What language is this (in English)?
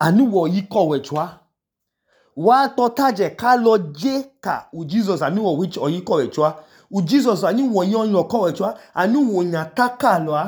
Idoma